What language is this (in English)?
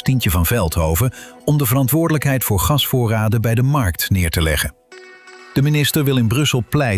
Dutch